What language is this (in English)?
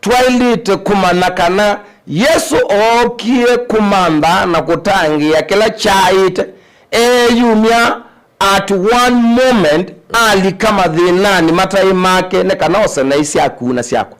Kamba